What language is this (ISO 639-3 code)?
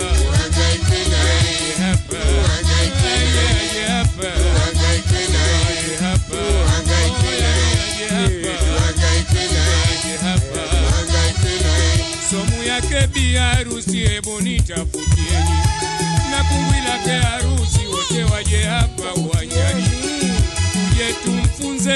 swa